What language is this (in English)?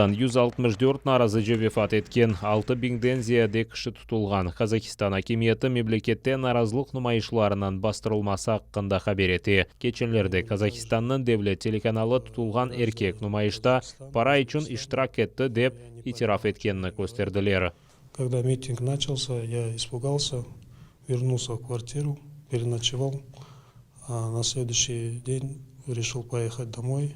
Crimean Tatar